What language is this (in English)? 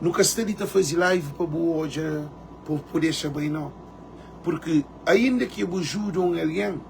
Kabuverdianu